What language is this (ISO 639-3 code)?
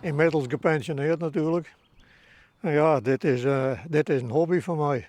fry